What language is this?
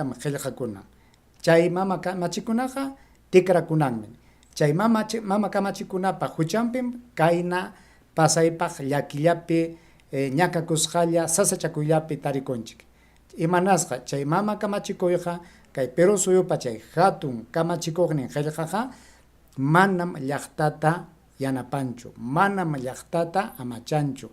Ayacucho Quechua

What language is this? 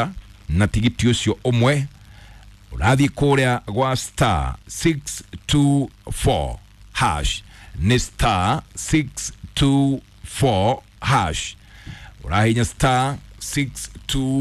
Kikuyu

